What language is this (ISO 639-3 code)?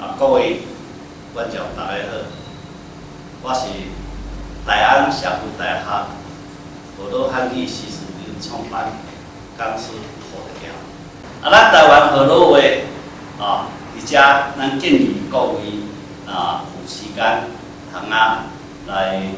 nan